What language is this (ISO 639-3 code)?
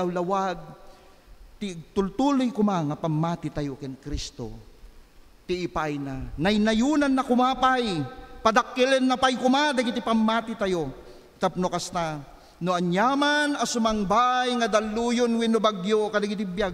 ilo